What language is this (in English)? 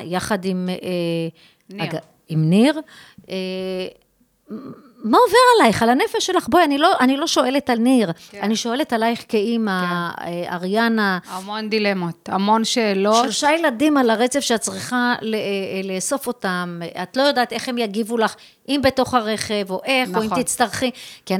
Hebrew